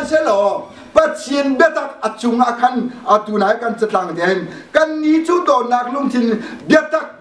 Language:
Hakha Chin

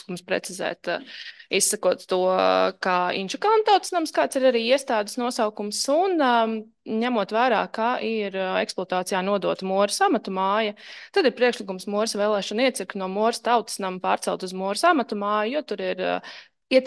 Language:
Latvian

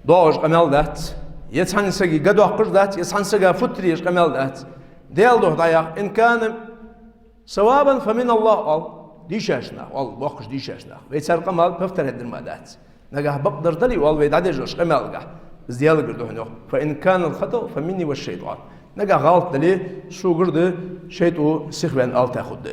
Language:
Ingush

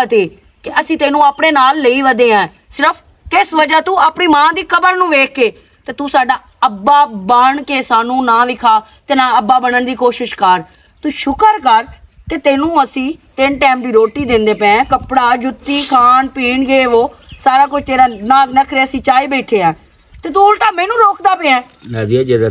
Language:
Western Panjabi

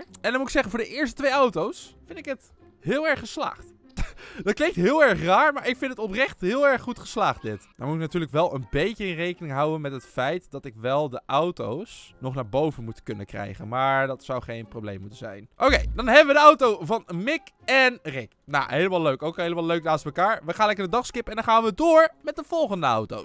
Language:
Dutch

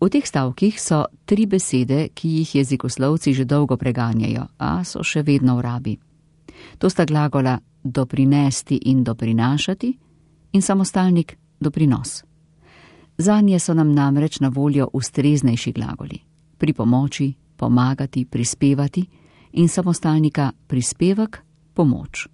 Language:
Slovenian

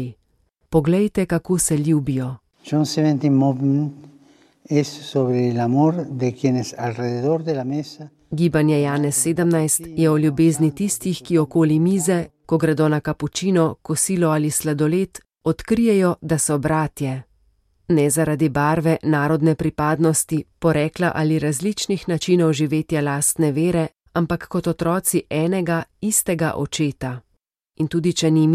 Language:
Slovenian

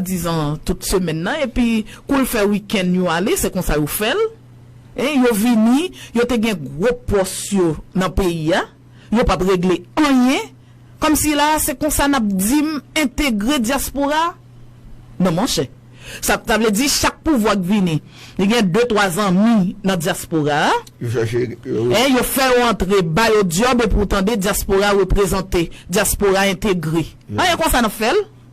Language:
Haitian Creole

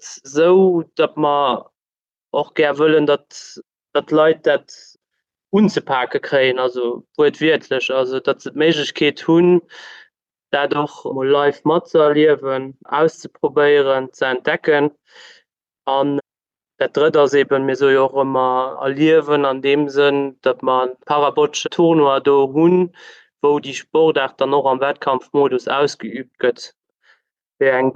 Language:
Luxembourgish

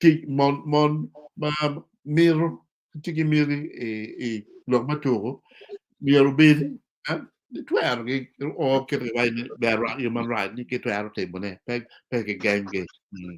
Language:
Acoli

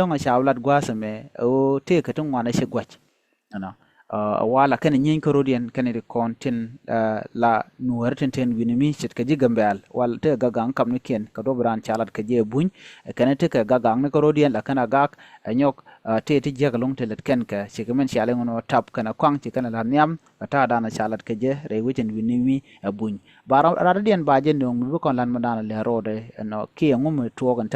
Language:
Nuer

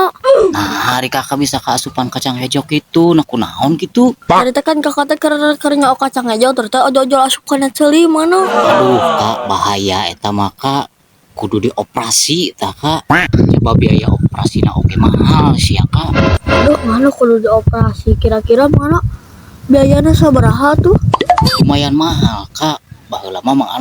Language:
Sundanese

